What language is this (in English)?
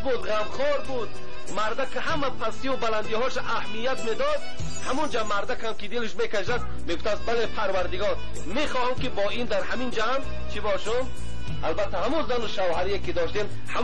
Tajik